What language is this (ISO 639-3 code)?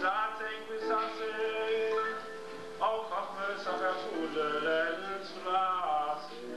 yid